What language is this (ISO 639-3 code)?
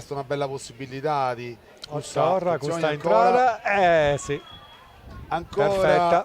srd